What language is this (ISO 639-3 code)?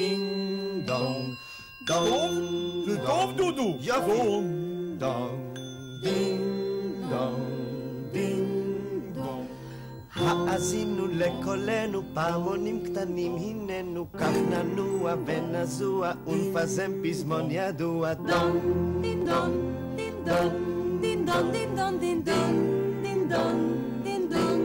heb